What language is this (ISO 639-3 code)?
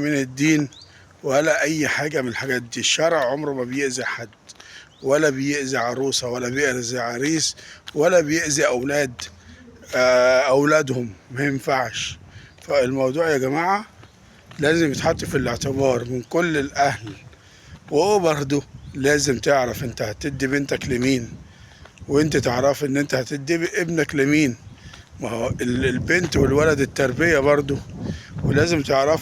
arz